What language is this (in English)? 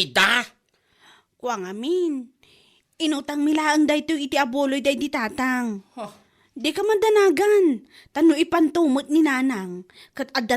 Iloko